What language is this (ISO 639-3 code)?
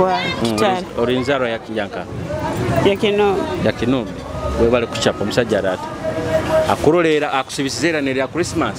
nyo